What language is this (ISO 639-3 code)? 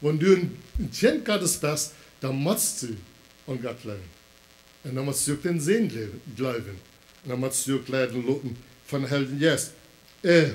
pdt